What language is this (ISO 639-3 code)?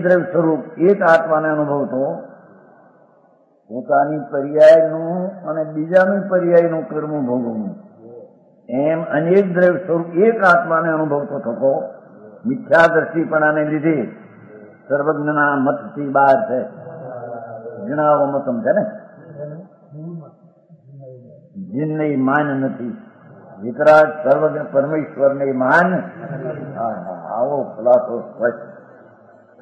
guj